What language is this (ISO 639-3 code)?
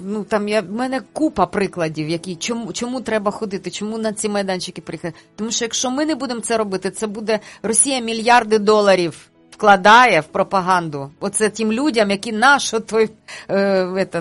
ukr